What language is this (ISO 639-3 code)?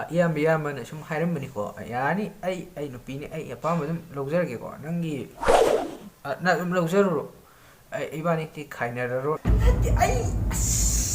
mni